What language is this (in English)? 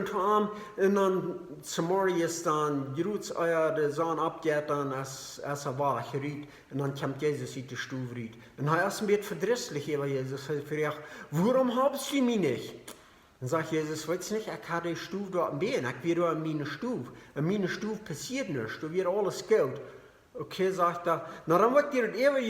Plautdietsch